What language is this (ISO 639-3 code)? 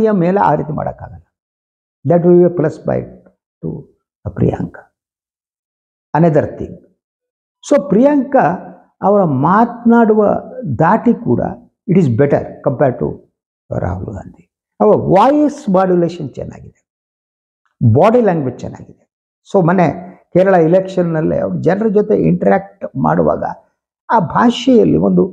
kan